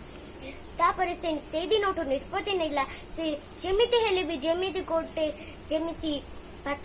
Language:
Odia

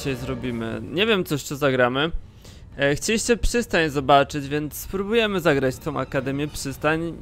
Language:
Polish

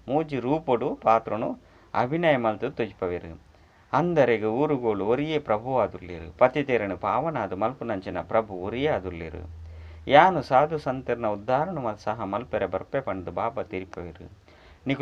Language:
Tulu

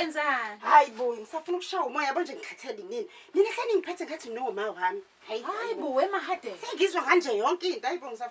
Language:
Zulu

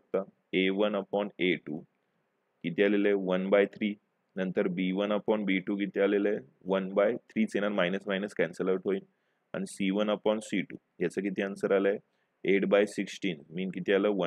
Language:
Marathi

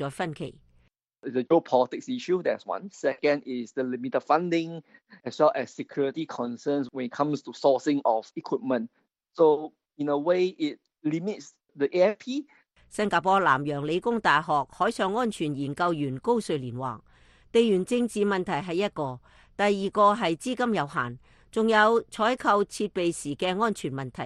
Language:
Cantonese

